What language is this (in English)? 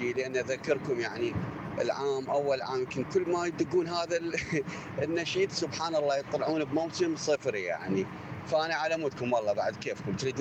Mesopotamian Arabic